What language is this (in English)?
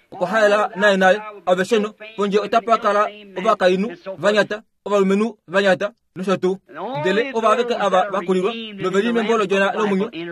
Kuanyama